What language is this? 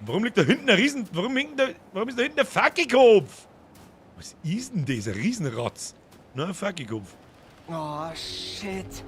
Bavarian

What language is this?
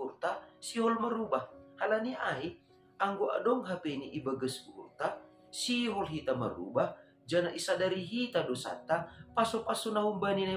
Batak Simalungun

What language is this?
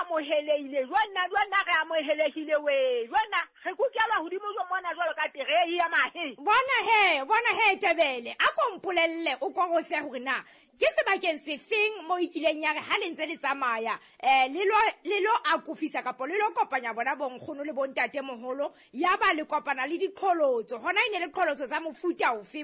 Southern Sotho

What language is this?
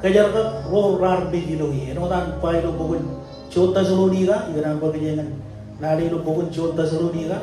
Marshallese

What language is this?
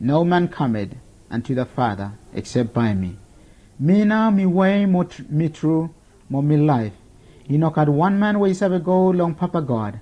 Bislama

